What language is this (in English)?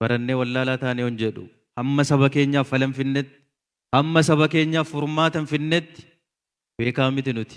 Oromo